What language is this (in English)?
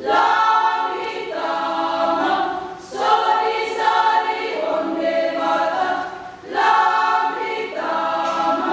Batak Toba